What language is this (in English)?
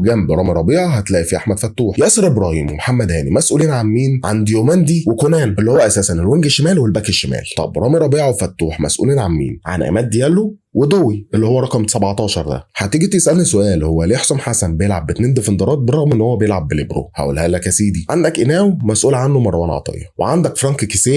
Egyptian Arabic